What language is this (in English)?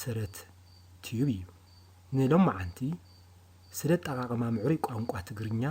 Tigrinya